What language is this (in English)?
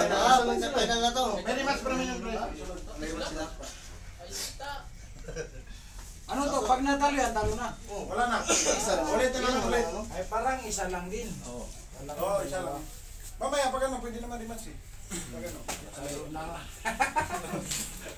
Filipino